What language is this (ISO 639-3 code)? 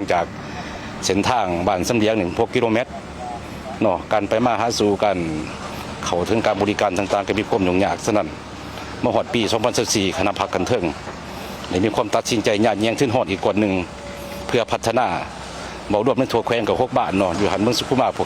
lao